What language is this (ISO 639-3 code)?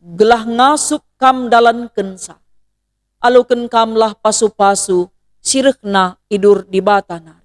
btx